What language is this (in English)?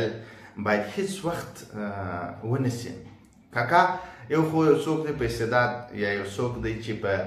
Pashto